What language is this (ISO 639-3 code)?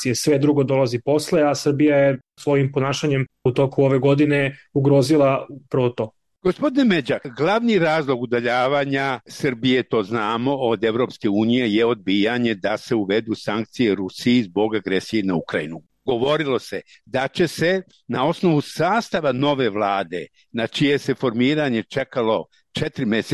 srp